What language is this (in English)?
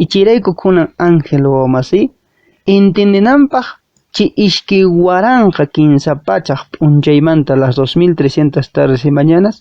Quechua